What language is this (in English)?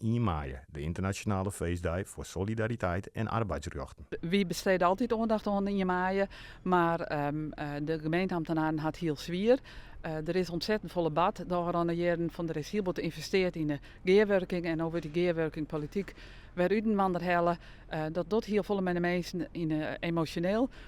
Western Frisian